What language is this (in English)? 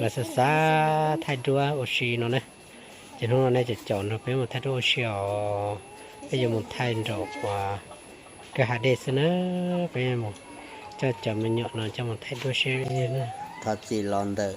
Hmong